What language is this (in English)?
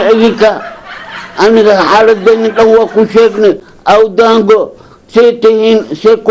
Somali